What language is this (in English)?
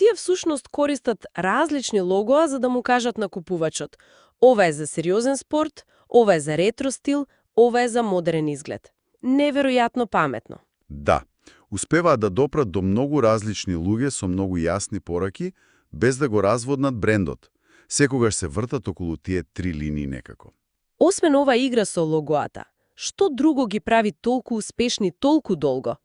Macedonian